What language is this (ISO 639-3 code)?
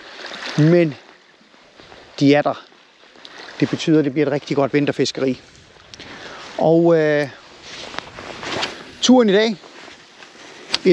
dan